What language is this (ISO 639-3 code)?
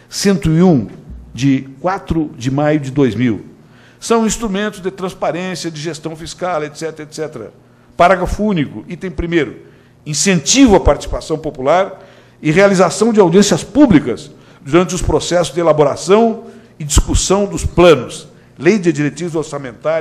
por